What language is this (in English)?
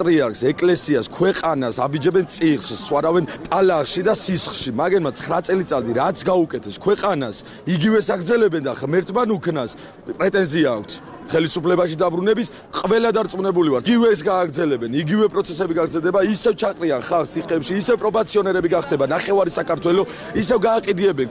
Georgian